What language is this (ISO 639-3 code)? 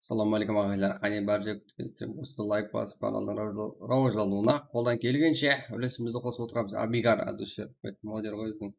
kaa